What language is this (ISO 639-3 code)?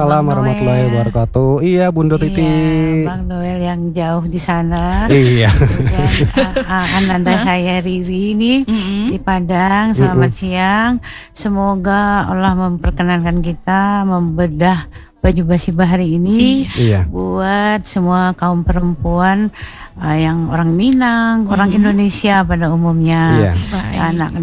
ind